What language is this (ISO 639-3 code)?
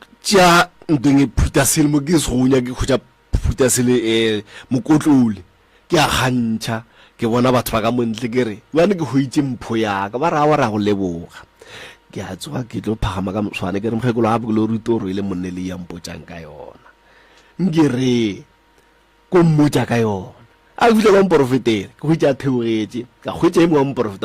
nso